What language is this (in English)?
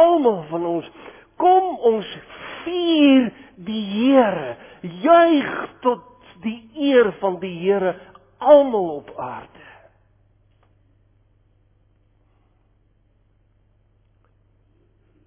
Afrikaans